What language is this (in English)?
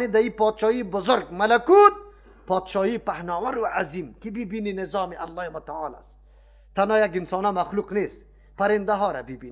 Persian